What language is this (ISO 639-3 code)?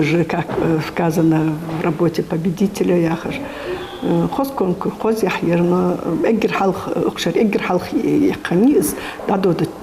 inh